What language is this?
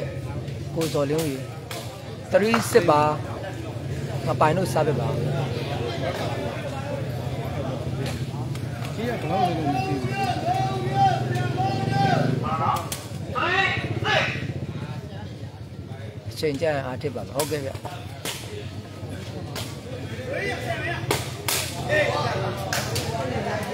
Burmese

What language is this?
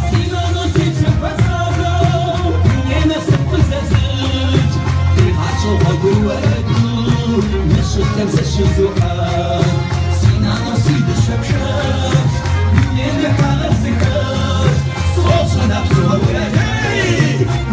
Kabardian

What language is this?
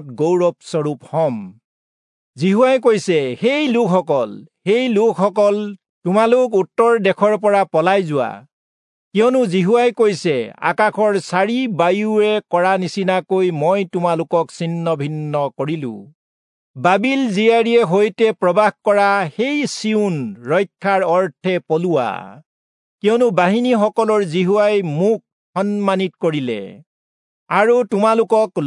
Assamese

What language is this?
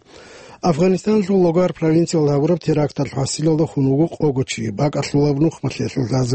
Avaric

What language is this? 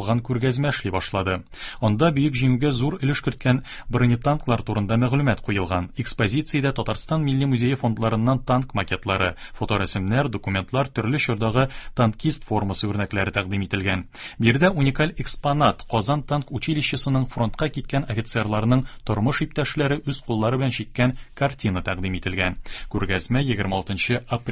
Tatar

